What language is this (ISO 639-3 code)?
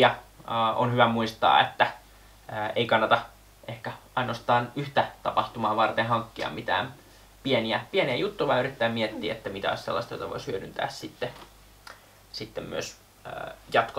fin